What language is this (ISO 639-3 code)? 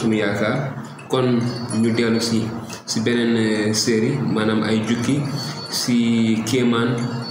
wol